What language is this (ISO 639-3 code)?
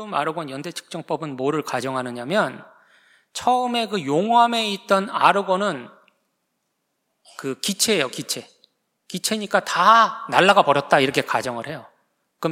kor